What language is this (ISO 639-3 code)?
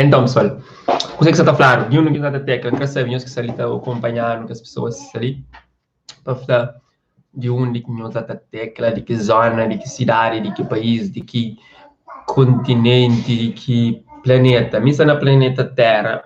kea